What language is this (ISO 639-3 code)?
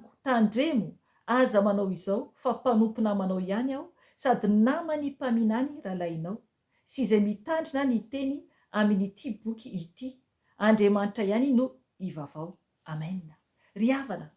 mlg